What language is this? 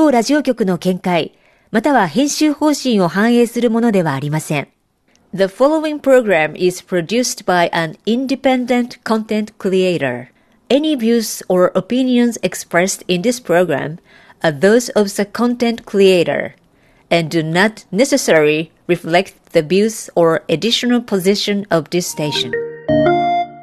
Japanese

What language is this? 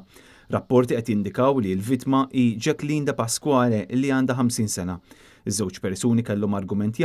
Maltese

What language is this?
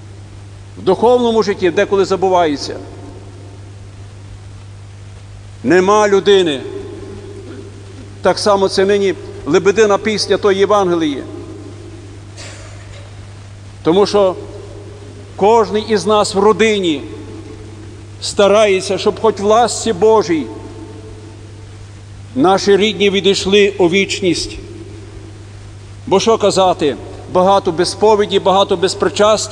Ukrainian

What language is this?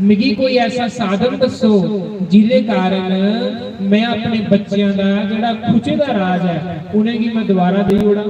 Dogri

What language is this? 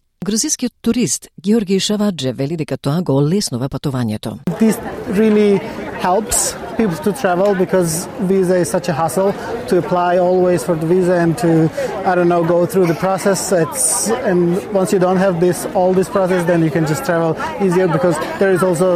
Macedonian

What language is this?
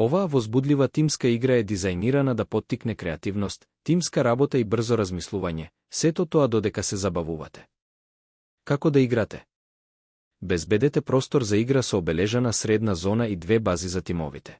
Macedonian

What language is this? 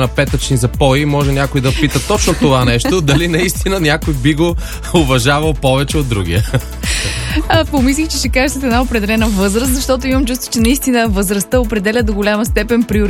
Bulgarian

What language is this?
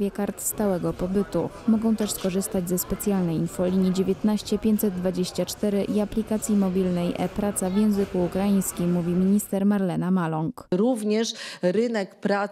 Polish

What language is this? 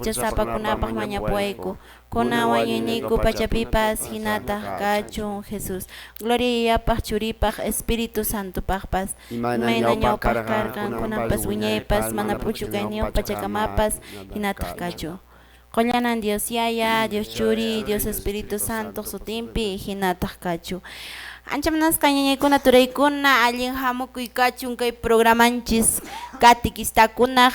Quechua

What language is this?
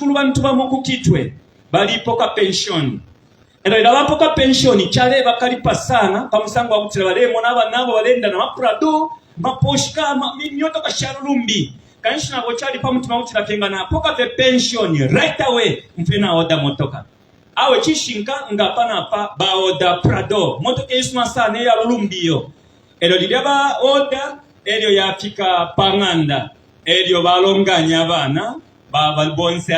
Bemba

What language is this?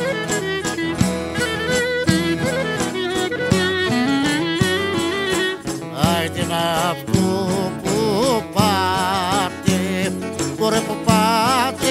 Greek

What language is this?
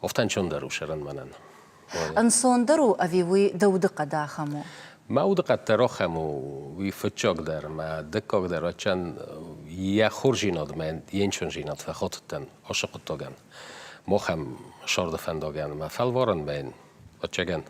Ossetic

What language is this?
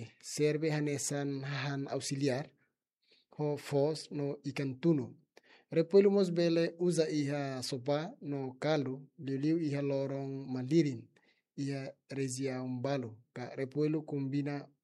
Tetum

